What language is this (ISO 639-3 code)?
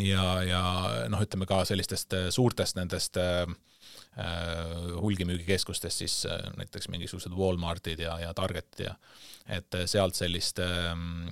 est